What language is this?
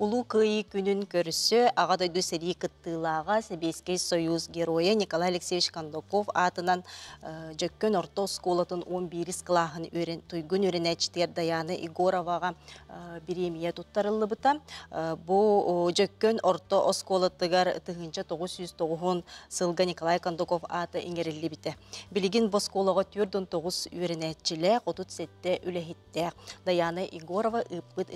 Yakut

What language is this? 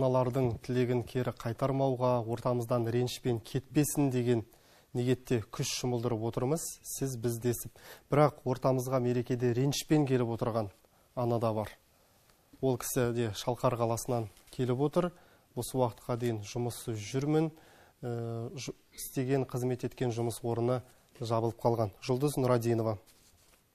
Kazakh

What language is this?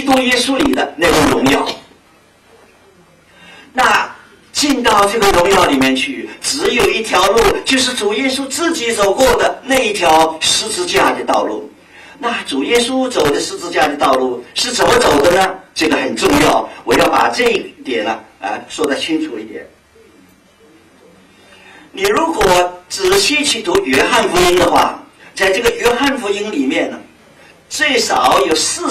Chinese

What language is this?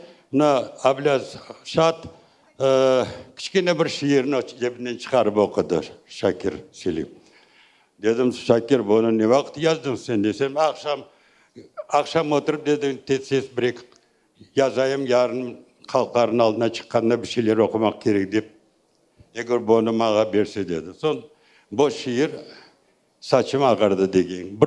Crimean Tatar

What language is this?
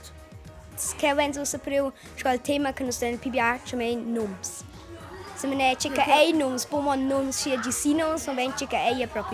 Romansh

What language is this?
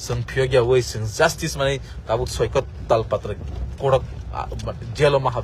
Kok Borok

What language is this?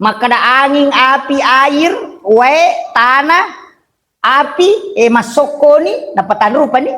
Buginese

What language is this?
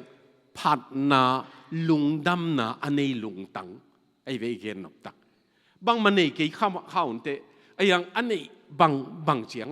Tedim Chin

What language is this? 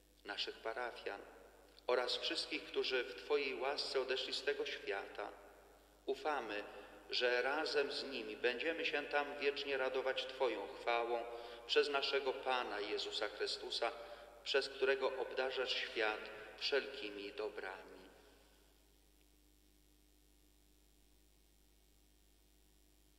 Polish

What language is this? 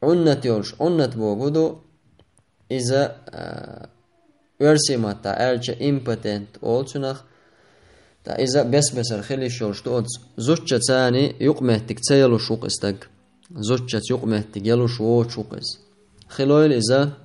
Chechen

